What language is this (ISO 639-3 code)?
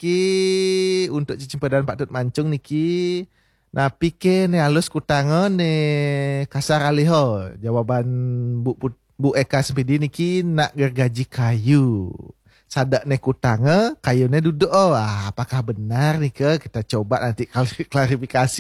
ban